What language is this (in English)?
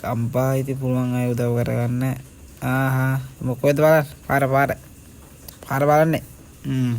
Sinhala